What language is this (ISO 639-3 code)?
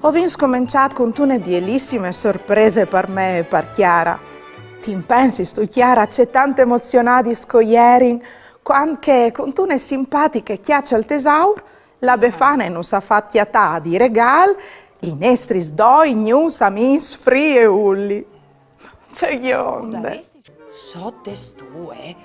fur